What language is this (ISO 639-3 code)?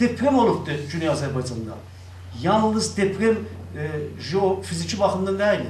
azb